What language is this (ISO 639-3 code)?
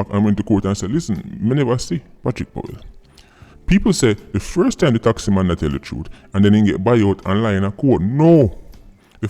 jam